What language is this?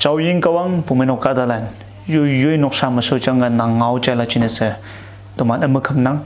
Konyak Naga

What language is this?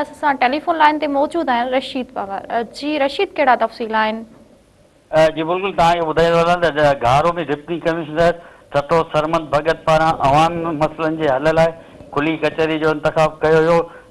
Sindhi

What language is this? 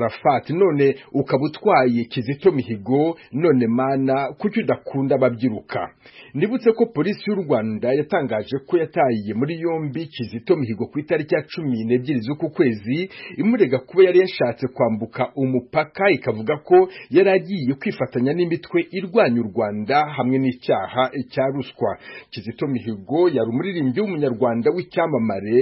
Kinyarwanda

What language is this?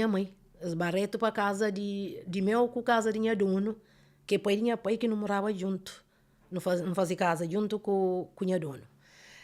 Kabuverdianu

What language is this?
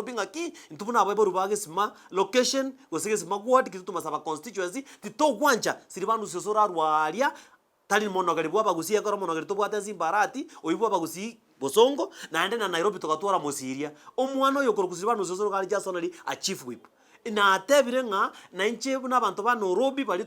Gusii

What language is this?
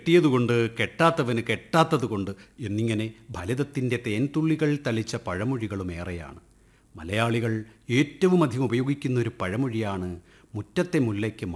Malayalam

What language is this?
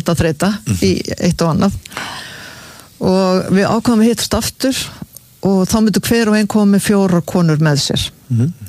Icelandic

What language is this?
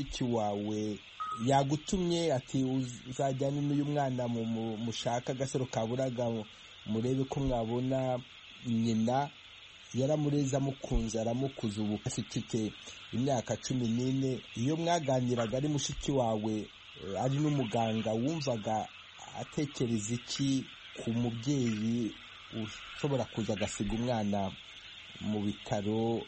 Kinyarwanda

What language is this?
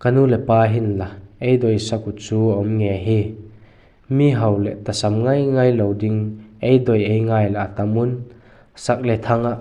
Vaiphei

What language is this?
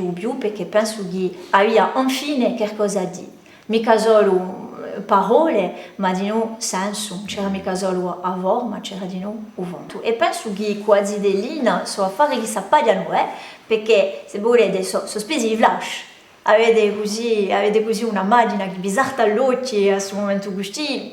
Corsican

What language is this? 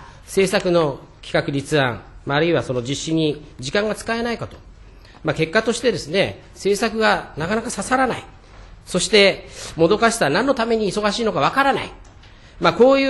Japanese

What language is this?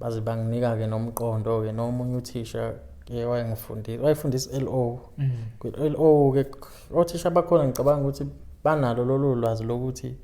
Zulu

